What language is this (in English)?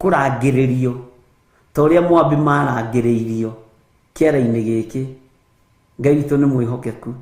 Kikuyu